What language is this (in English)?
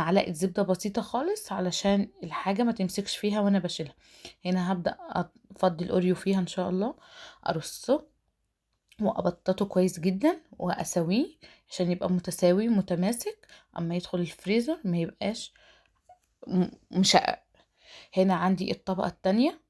Egyptian Arabic